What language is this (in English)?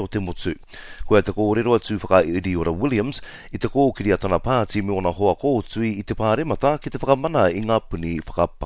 Māori